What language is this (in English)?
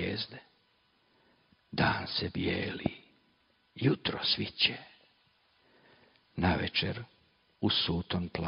Croatian